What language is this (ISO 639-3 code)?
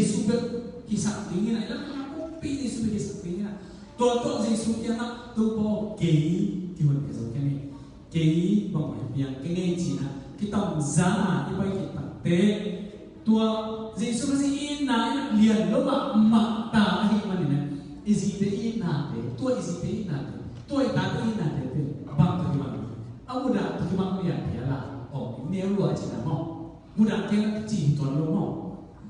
ctd